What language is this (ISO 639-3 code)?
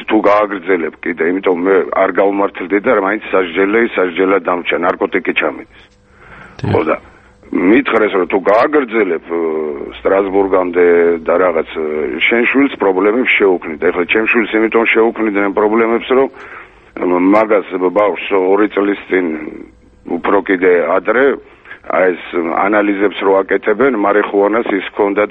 kat